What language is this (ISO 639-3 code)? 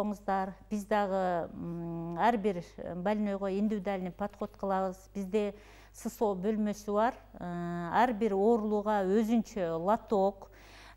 kir